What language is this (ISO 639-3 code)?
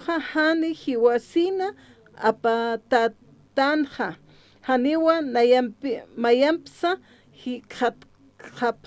aym